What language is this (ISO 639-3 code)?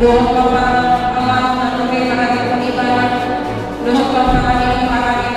bbc